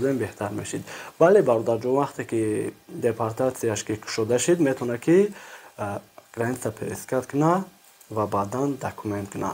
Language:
Tajik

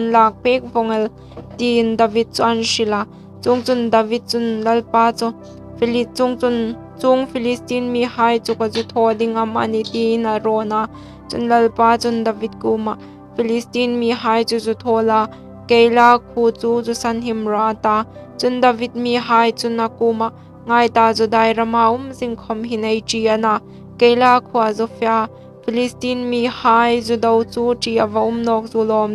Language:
Hmar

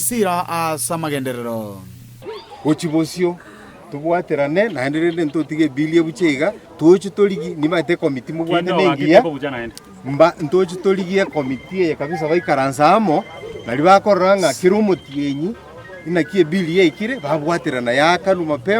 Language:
Gusii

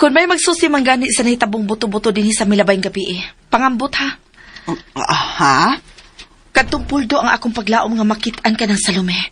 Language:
Cebuano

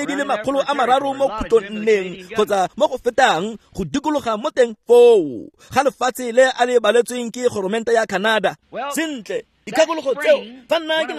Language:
Tswana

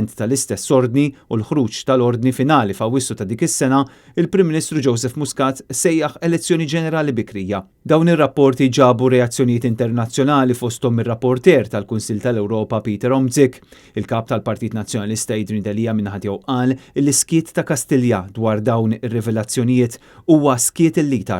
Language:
Maltese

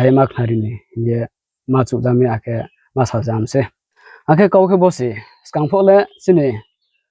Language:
Riang (India)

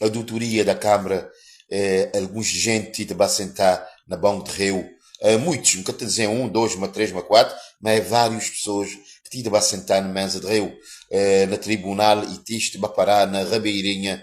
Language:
Kabuverdianu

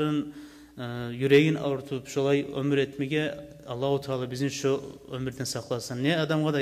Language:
Kumyk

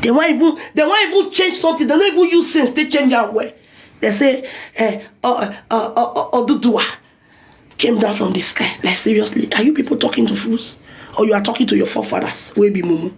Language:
Nigerian Pidgin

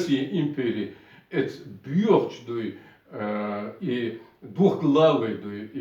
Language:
Chechen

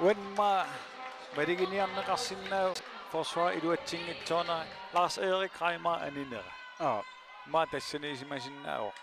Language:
Kalaallisut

